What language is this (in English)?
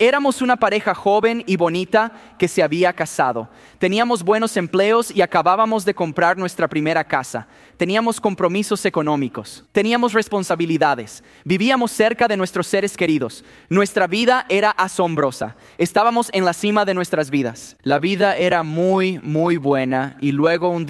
Spanish